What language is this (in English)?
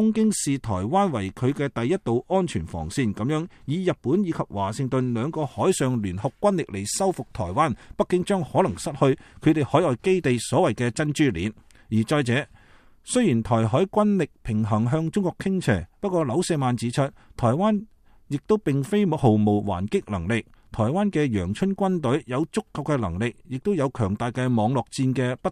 Cantonese